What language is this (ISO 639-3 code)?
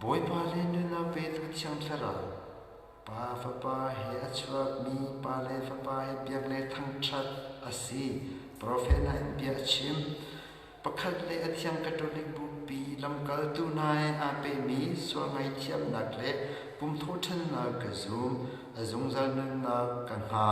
cnh